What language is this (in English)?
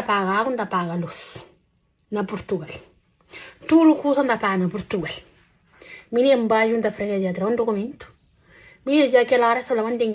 Kabuverdianu